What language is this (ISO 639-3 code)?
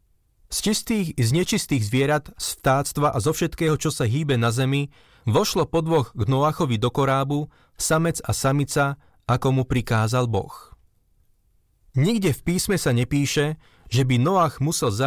slk